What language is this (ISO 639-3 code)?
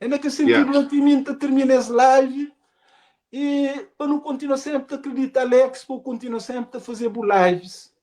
kea